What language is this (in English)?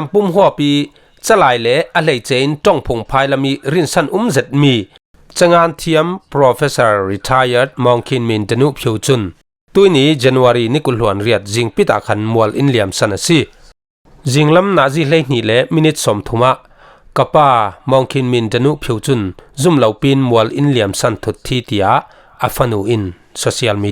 Falam Chin